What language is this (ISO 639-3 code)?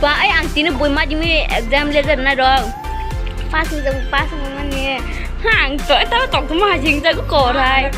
trp